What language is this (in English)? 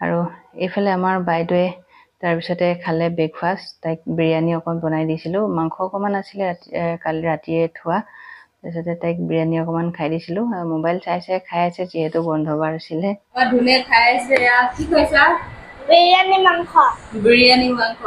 Assamese